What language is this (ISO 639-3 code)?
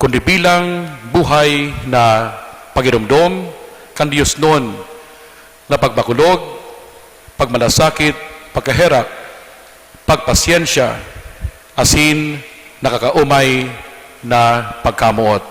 bik